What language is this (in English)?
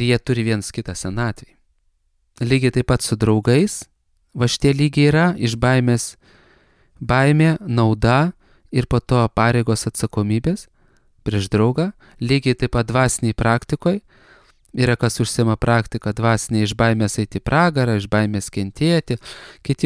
Lithuanian